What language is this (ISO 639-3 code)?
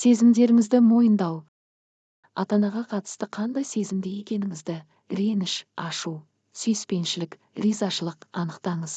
kaz